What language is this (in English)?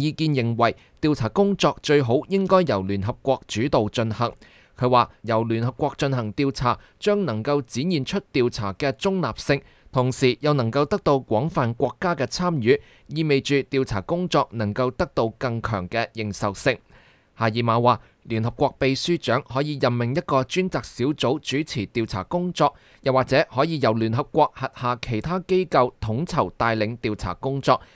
Cantonese